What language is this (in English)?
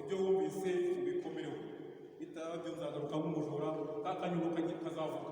Kinyarwanda